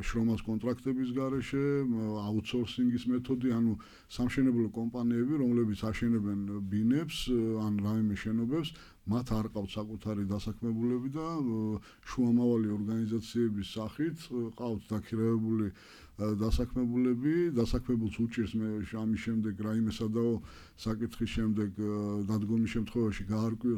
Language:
Georgian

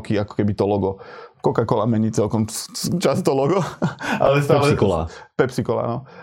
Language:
Slovak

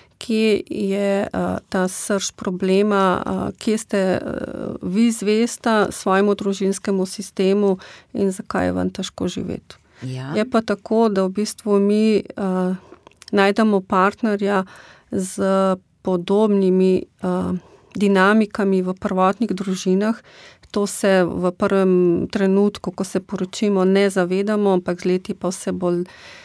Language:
Slovenian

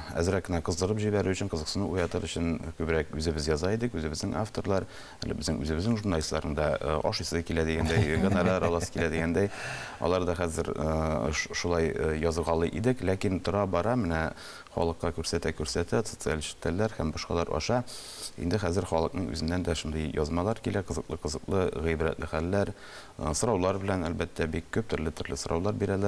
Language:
Tatar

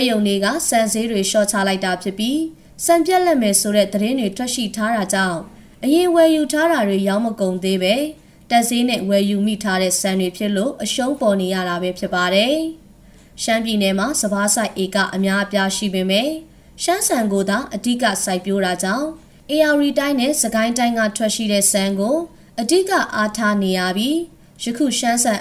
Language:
Burmese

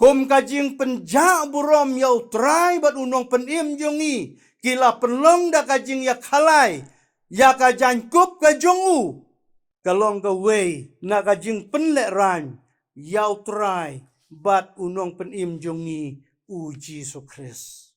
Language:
Khasi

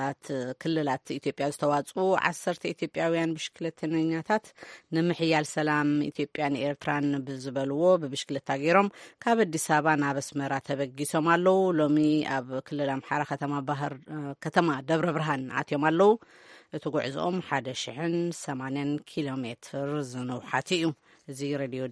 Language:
Tigrinya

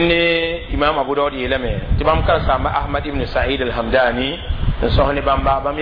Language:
Mossi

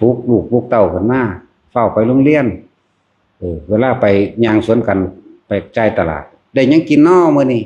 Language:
Lao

